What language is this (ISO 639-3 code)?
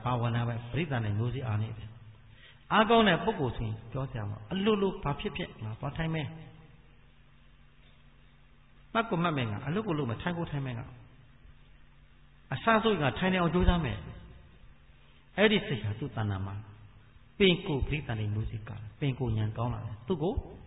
mya